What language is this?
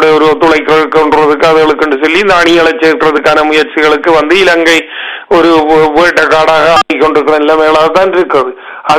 Tamil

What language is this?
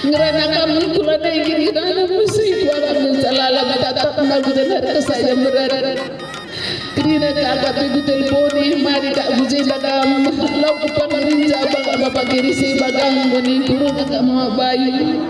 Batak Karo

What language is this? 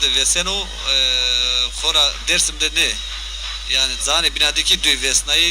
Zaza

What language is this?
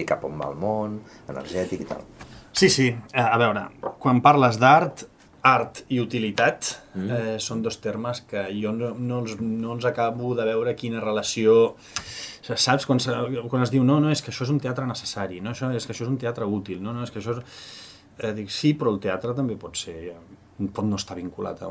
Catalan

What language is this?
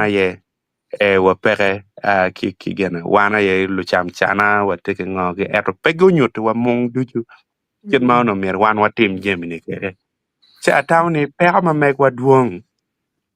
Acoli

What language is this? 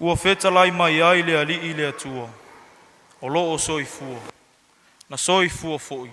Samoan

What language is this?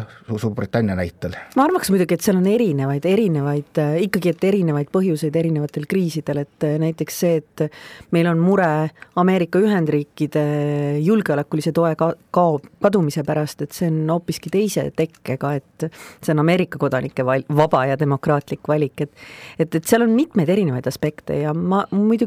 Estonian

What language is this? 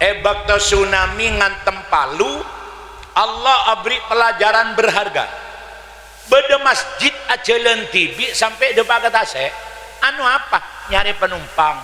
Madurese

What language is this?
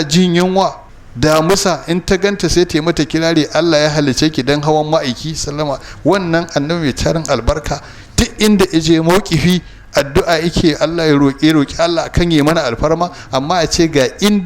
Hausa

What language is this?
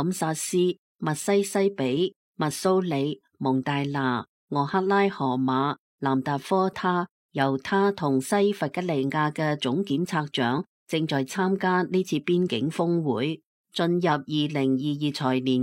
Cantonese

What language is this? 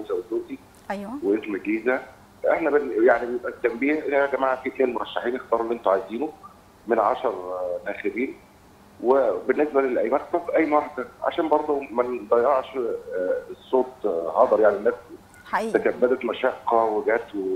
Egyptian Arabic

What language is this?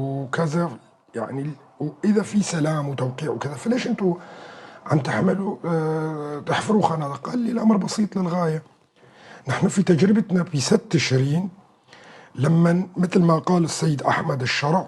North Levantine Arabic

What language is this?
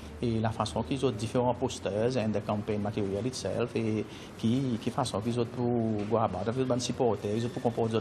Seselwa Creole French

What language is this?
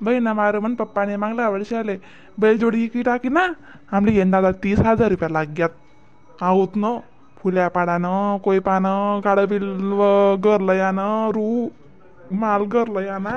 Khandesi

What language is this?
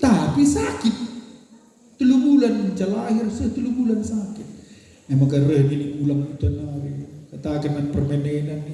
Batak Karo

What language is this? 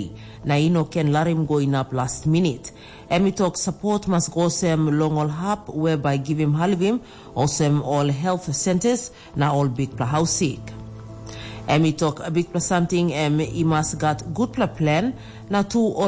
Tok Pisin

